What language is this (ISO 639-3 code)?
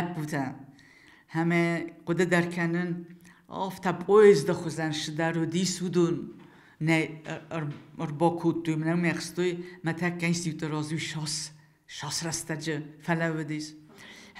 oss